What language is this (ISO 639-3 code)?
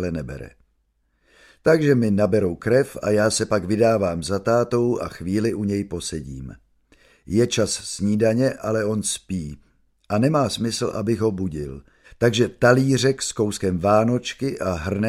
ces